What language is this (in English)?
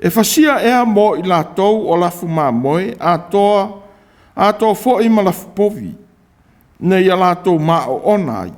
Samoan